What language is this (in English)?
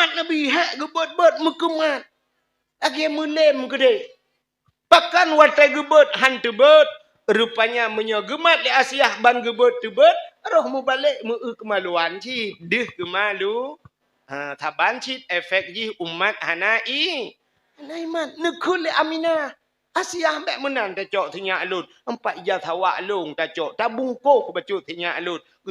Achinese